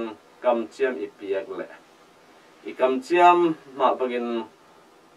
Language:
Tedim Chin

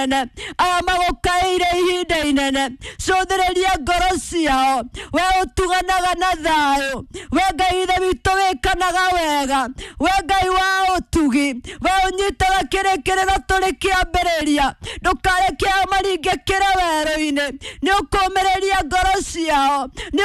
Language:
Kikuyu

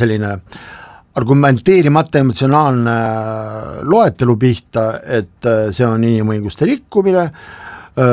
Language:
Estonian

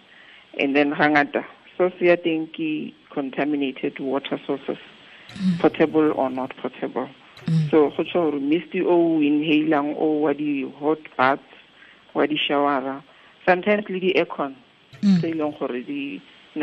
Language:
Tswana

